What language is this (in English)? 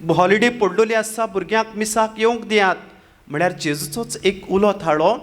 Konkani